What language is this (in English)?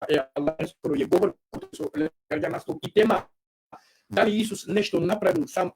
Balkan Romani